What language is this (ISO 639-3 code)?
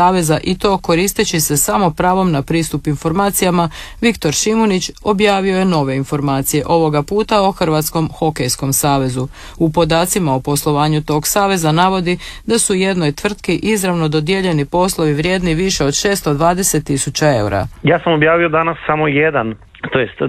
hrv